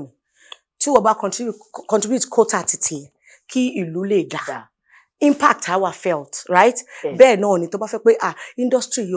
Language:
Yoruba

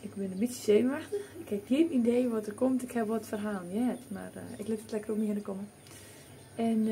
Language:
Western Frisian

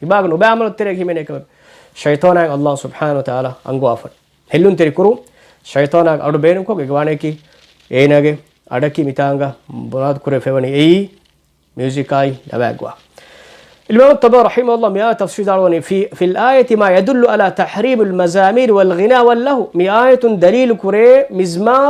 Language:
Divehi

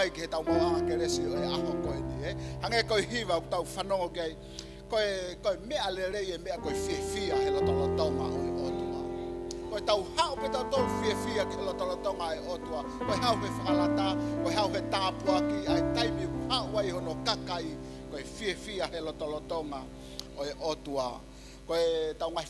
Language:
Tongan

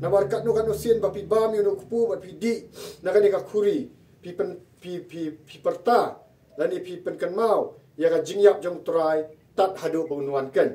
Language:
Khasi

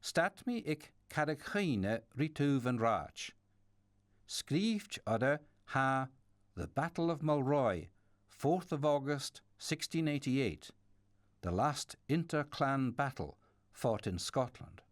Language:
Scottish Gaelic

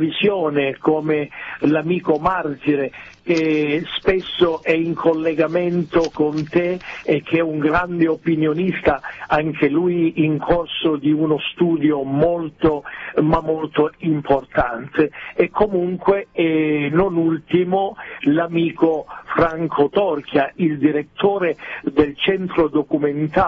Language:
Italian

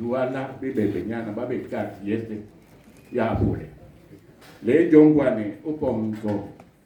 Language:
Duala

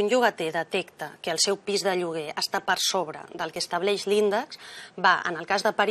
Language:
Catalan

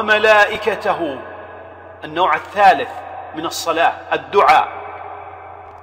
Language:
Arabic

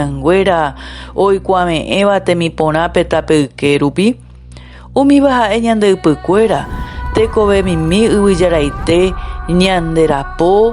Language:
Guarani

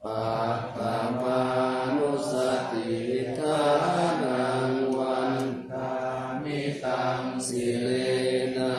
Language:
Pali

